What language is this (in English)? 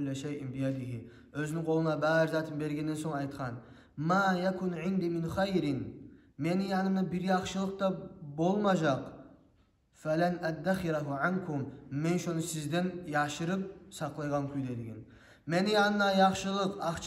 Kumyk